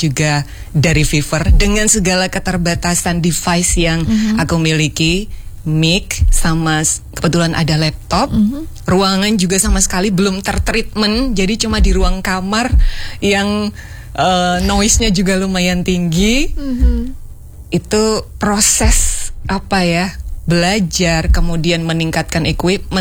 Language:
Indonesian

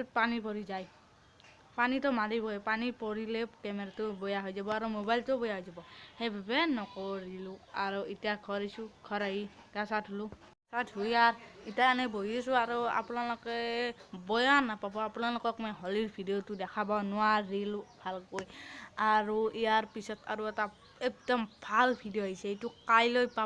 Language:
Assamese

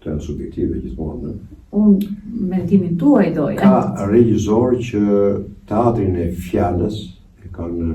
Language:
Albanian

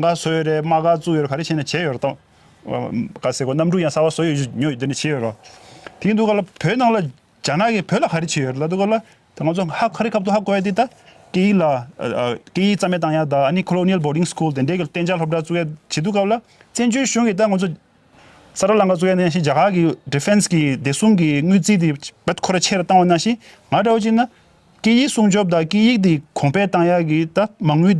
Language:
Tibetan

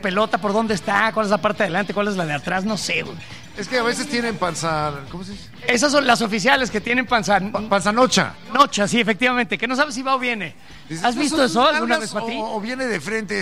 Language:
Spanish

